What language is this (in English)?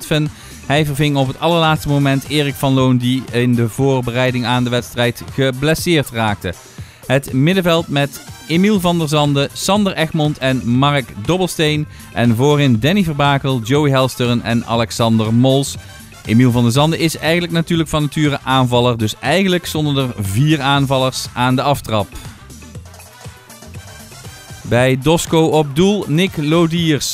Dutch